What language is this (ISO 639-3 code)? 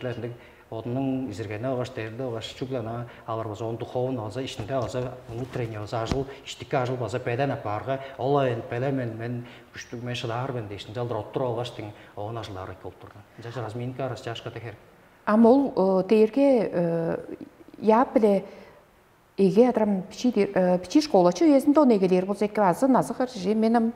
tyv